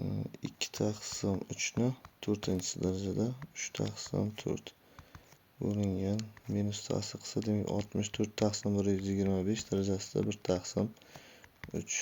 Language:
Uzbek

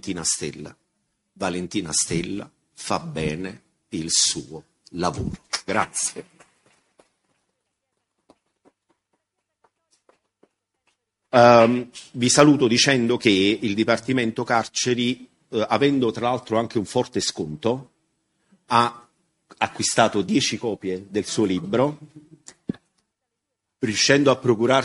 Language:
Italian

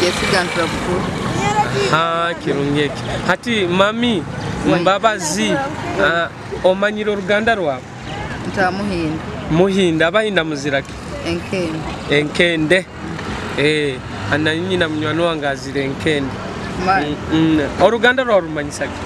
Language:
Nyoro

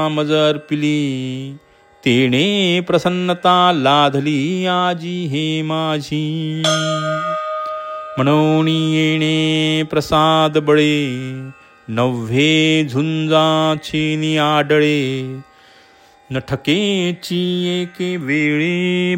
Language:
Marathi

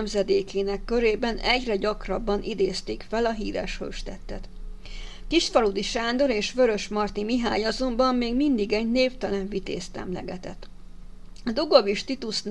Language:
Hungarian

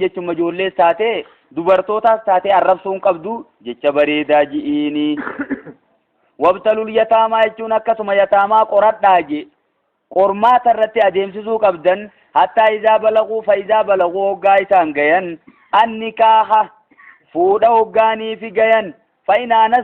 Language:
Oromo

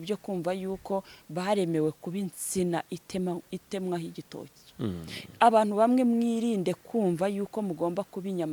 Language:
Kinyarwanda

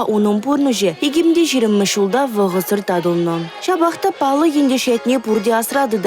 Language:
Chuvash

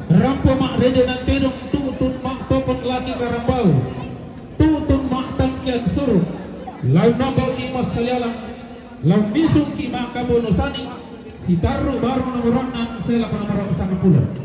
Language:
Toraja-Sa'dan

